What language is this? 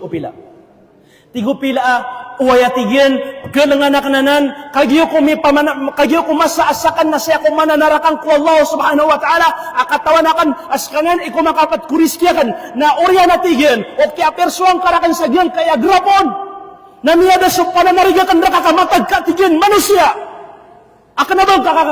Maranao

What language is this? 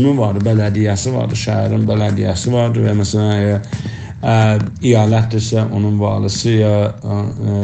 South Azerbaijani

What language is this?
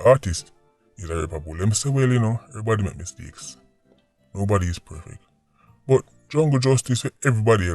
Jamaican Creole English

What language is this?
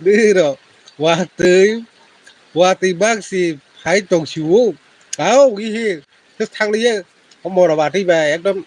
Kok Borok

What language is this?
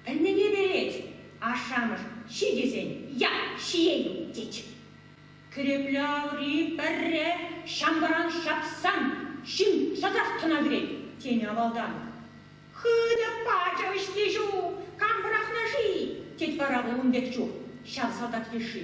Chuvash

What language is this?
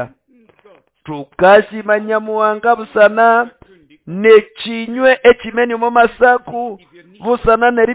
Nande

